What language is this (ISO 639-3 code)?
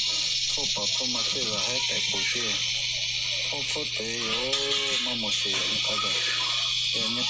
lhu